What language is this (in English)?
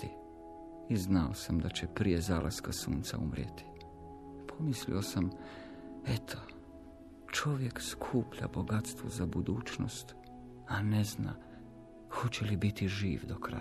Croatian